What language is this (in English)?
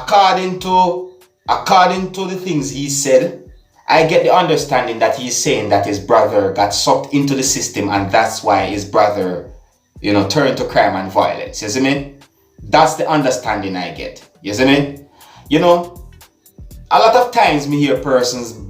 Jamaican Creole English